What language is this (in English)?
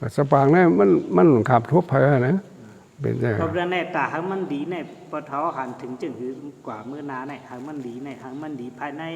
Shan